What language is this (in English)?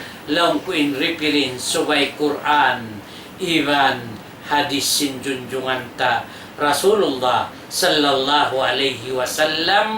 Tausug